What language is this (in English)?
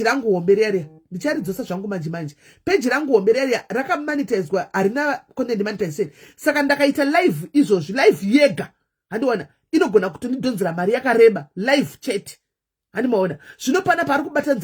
Shona